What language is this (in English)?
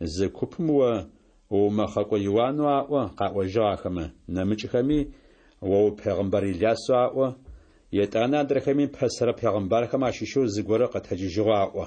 Adyghe